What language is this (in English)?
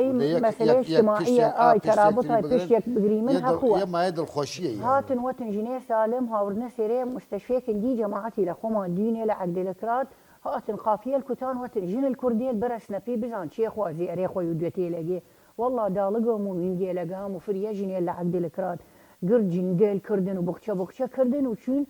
Southern Kurdish